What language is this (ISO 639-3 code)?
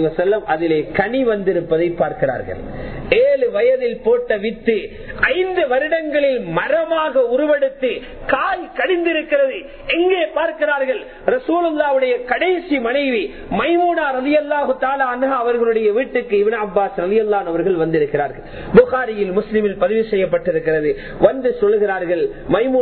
tam